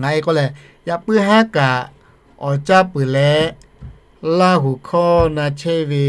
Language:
Lahu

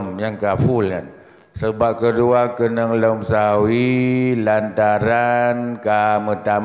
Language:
Achinese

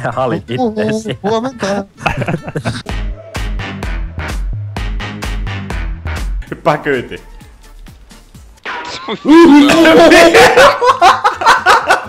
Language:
Finnish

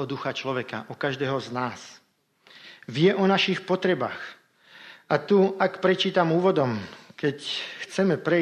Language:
Slovak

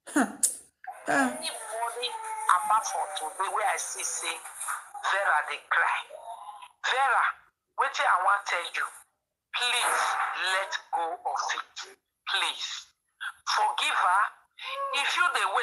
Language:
Nigerian Pidgin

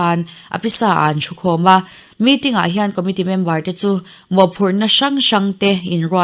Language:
Mizo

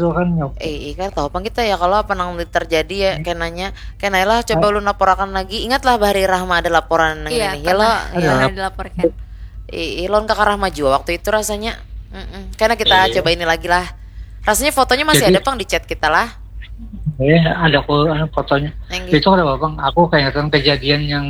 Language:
Banjar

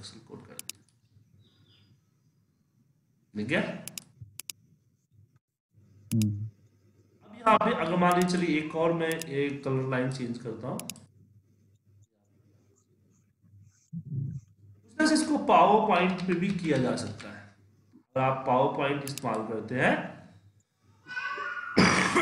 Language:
Hindi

